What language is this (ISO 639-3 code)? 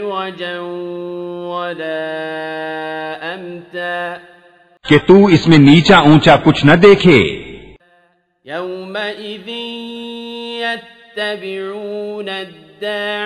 urd